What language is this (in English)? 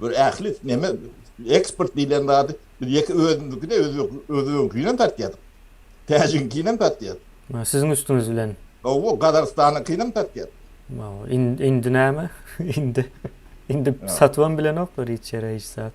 Turkmen